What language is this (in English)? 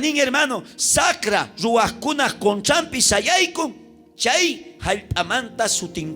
South Bolivian Quechua